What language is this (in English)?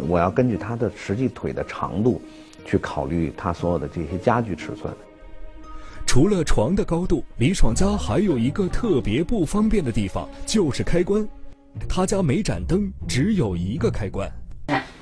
Chinese